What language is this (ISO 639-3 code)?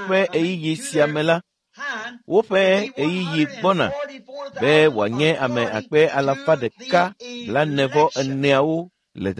ewe